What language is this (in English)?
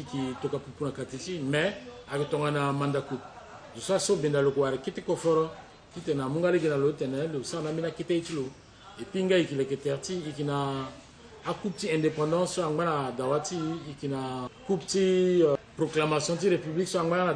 Sango